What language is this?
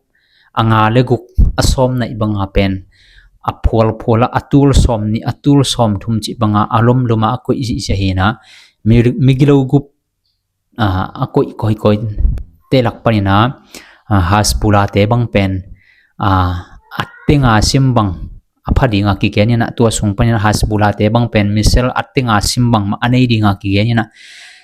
Tedim Chin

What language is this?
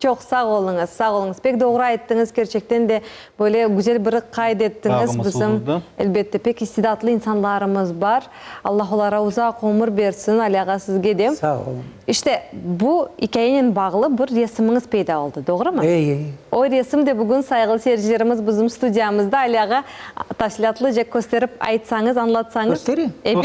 Crimean Tatar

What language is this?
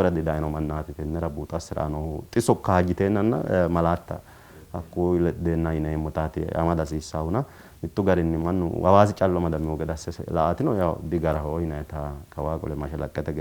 Sidamo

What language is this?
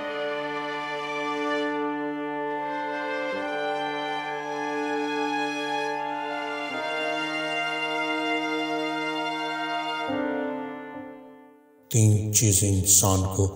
Hindi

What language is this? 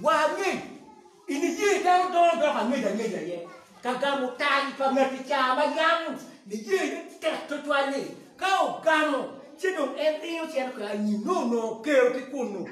Acoli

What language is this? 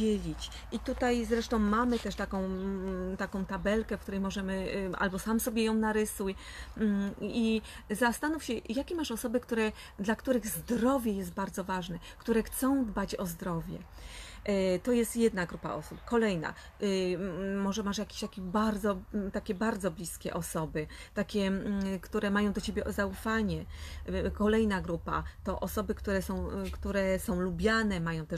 Polish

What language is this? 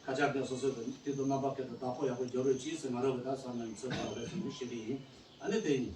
Tibetan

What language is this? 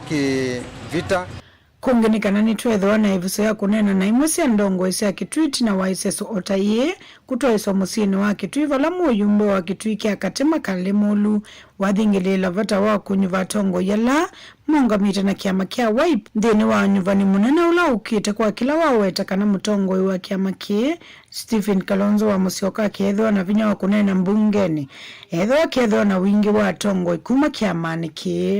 Kamba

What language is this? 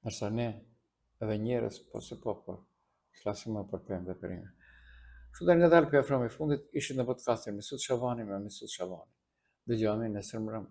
Albanian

